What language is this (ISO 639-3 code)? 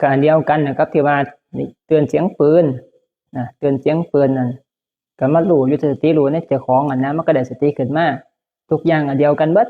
tts